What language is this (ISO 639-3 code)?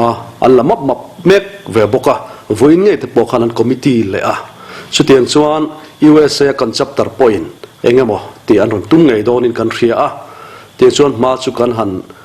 lus